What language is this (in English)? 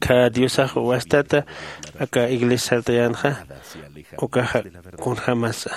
Aymara